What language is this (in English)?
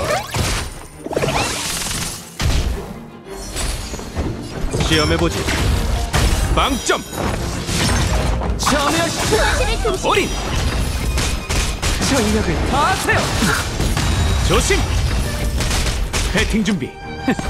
Korean